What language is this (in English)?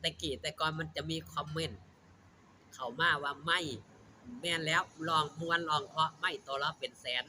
Northeastern Thai